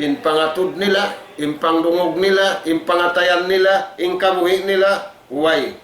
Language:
Tausug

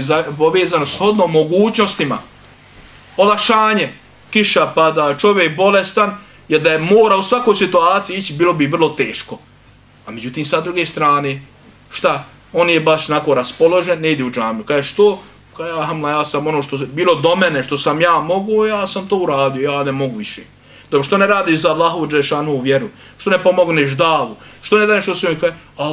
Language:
Bosnian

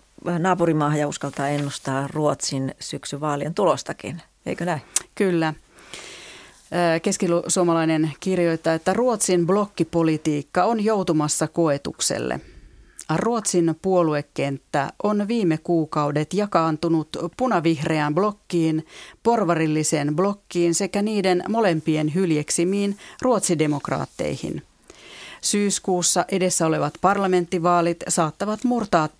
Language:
Finnish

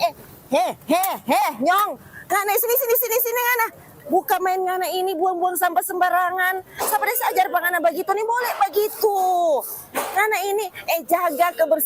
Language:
Manado Malay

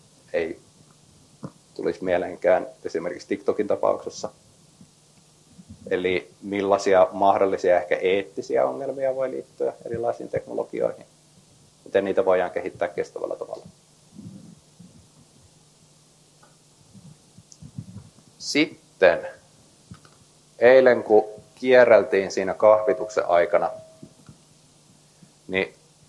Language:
Finnish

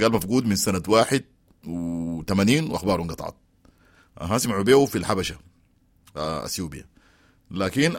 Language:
Sudanese Arabic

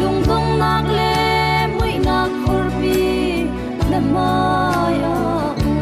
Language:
Falam Chin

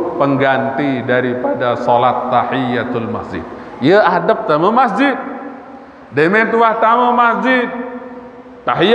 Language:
Sasak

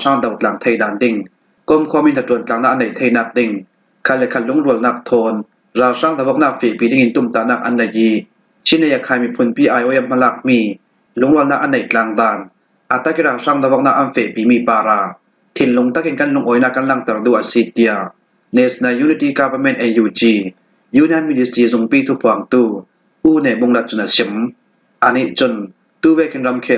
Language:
Falam Chin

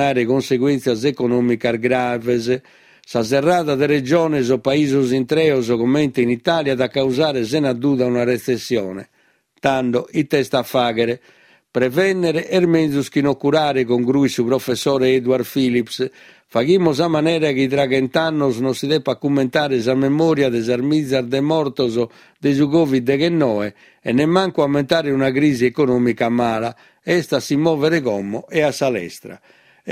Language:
Sardinian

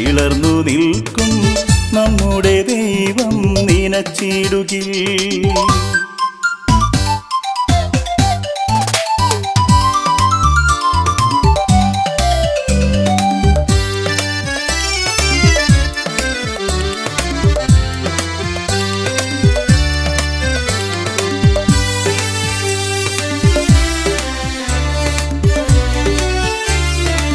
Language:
Malayalam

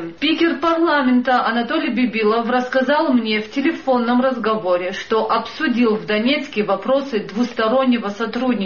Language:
Russian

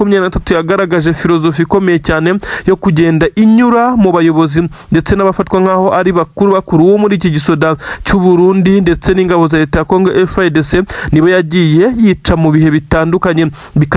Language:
Kinyarwanda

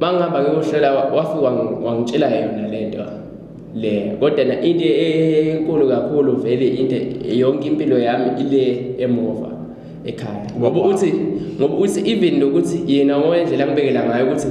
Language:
Zulu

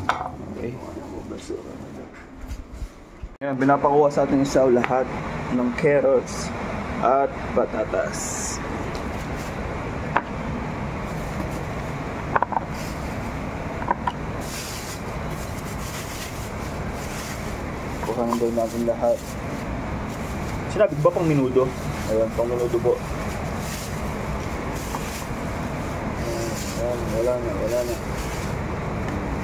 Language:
Filipino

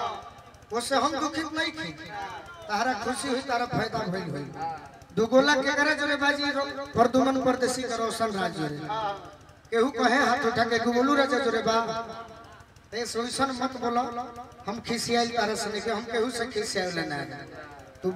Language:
Bhojpuri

